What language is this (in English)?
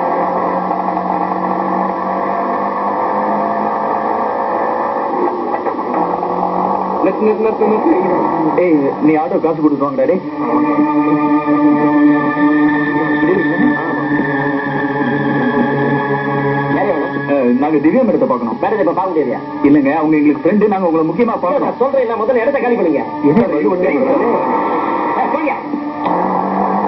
Tamil